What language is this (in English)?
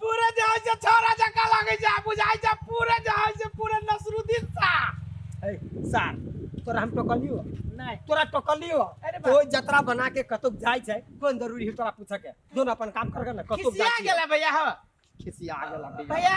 Maithili